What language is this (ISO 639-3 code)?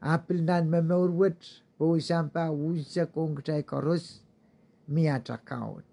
pon